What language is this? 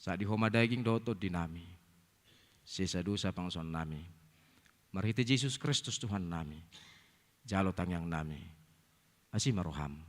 Batak Toba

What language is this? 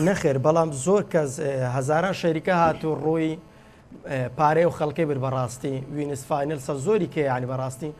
Central Kurdish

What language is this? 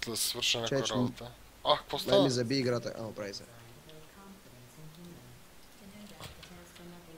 Bulgarian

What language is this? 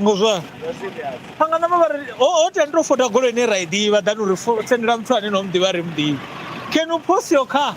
Venda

